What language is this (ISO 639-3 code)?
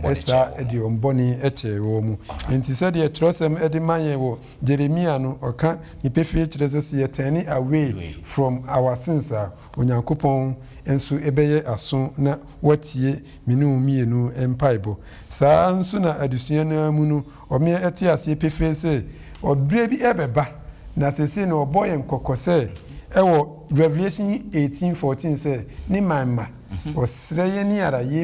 aka